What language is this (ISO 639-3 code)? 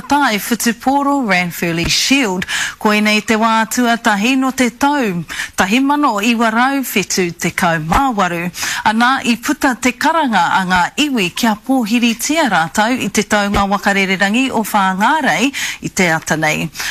mri